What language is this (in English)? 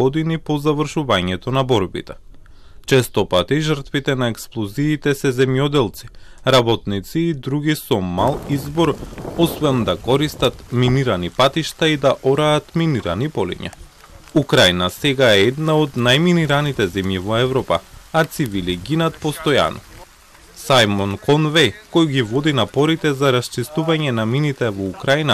Macedonian